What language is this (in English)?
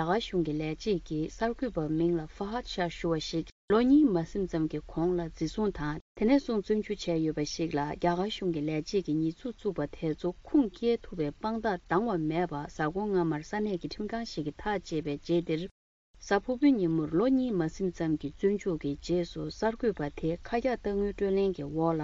Tibetan